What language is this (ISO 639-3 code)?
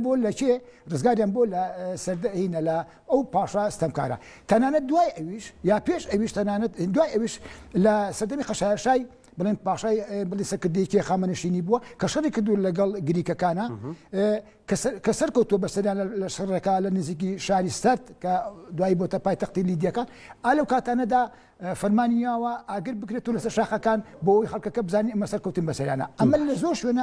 ckb